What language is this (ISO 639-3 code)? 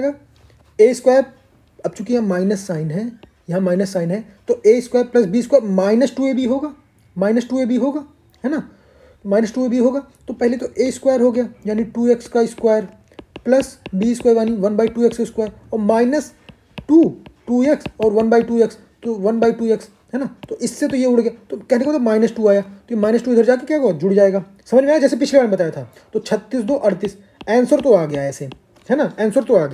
hin